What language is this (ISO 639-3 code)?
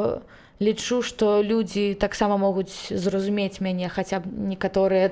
bel